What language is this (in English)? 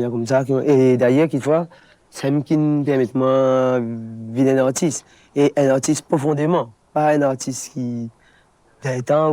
Morisyen